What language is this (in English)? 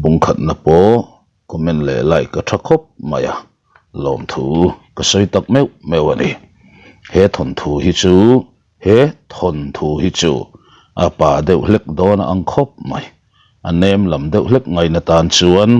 Mizo